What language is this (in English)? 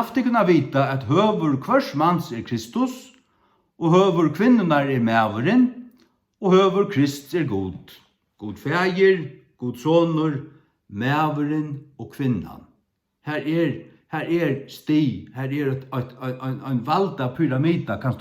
Faroese